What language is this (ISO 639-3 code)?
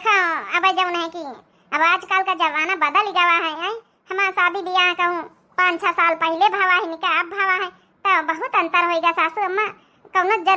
awa